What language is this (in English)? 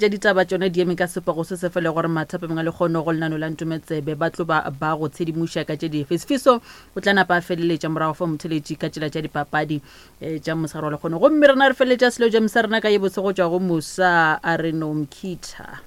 Northern Sotho